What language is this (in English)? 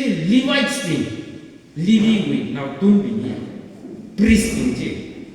Tangkhul Naga (India)